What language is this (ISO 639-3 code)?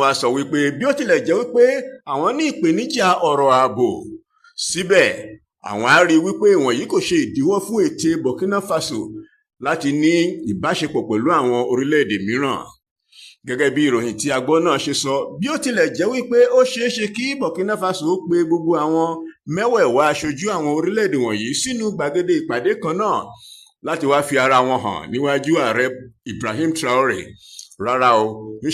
yor